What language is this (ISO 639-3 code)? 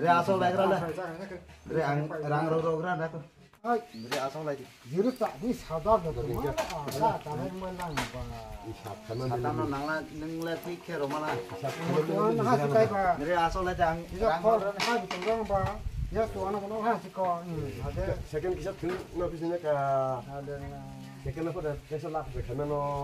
trp